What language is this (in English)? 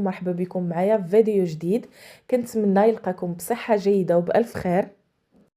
Moroccan Arabic